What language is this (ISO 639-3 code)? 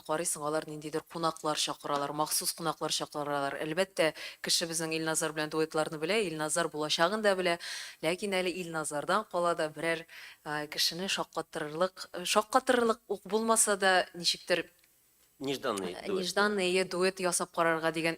tat